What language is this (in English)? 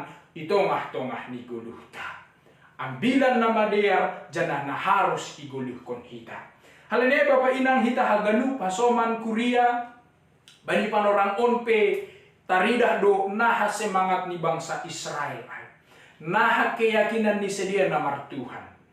Batak Simalungun